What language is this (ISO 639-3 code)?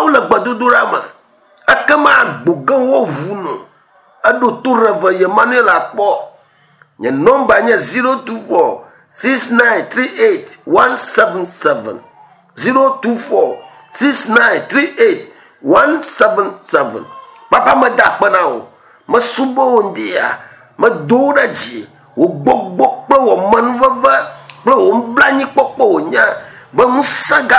ewe